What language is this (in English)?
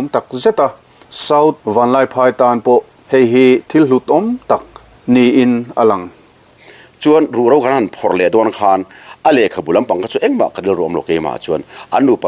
Mizo